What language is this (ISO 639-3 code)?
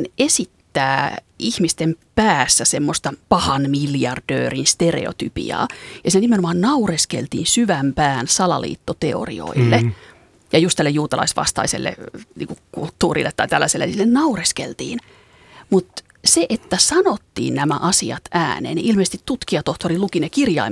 fin